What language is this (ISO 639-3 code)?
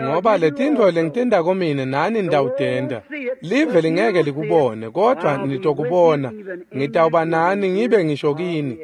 ssw